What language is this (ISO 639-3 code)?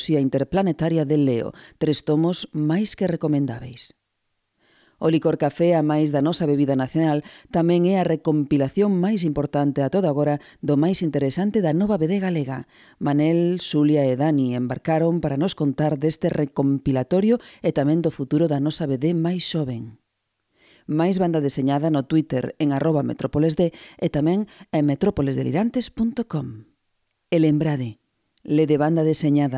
glg